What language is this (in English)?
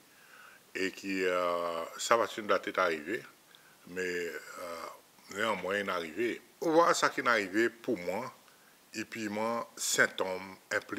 Seselwa Creole French